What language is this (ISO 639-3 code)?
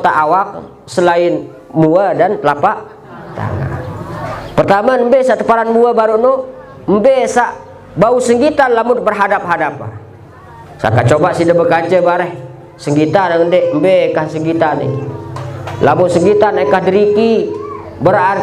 sas